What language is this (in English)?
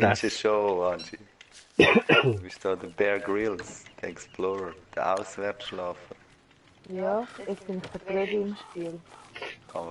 Swiss German